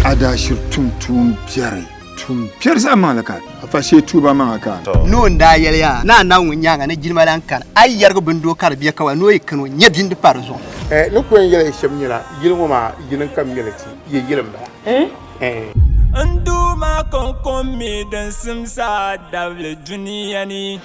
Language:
Dagbani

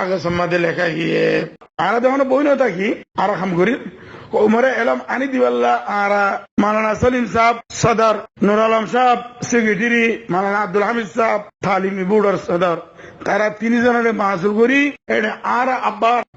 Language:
Rohingya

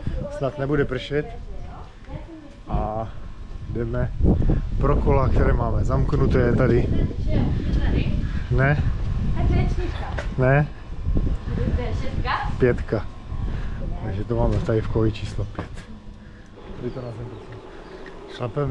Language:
Czech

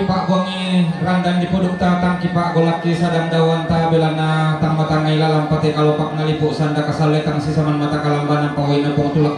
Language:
Toraja-Sa'dan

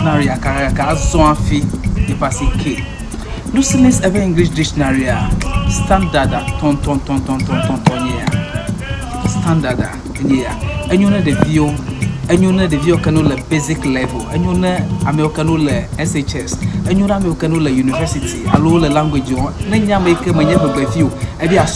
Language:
Ewe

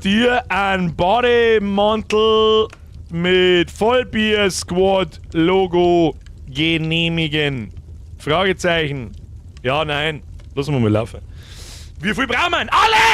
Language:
Bavarian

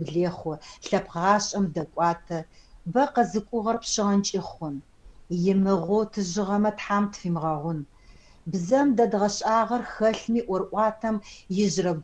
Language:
Adyghe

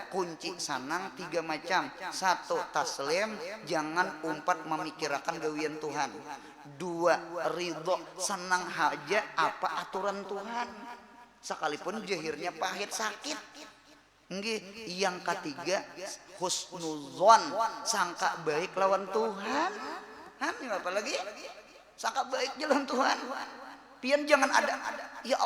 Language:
Banjar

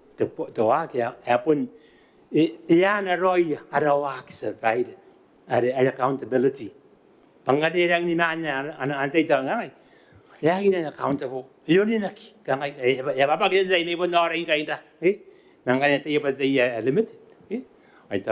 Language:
Gilbertese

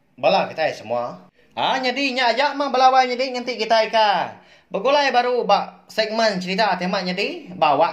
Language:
Iban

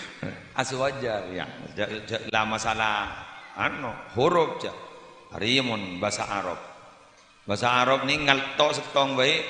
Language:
Madurese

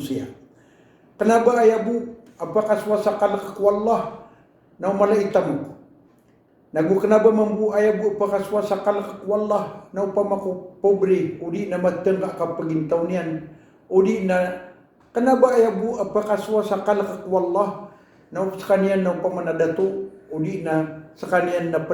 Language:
Maranao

